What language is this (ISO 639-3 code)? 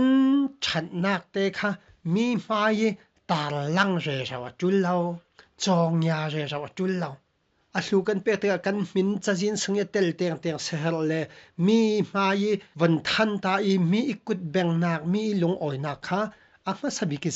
cfm